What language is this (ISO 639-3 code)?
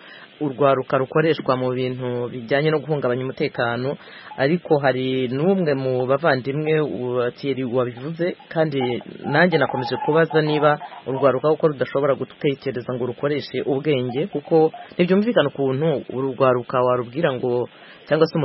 kin